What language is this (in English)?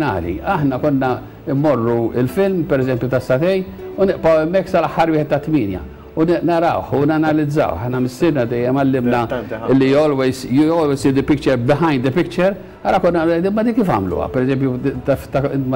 Maltese